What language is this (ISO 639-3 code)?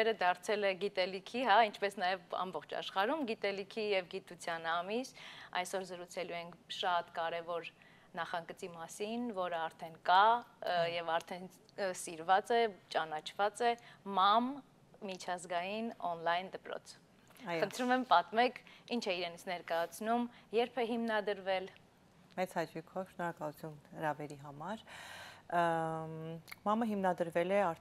hye